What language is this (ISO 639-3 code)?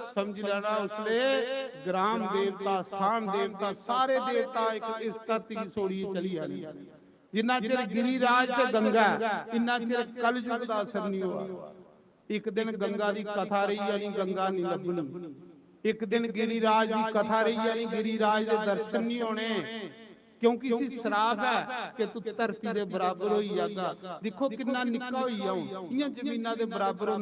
doi